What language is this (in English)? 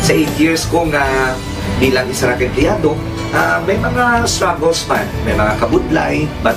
Hiligaynon